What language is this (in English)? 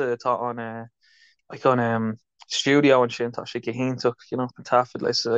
Irish